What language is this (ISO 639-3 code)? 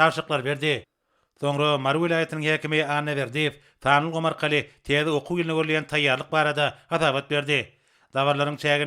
tuk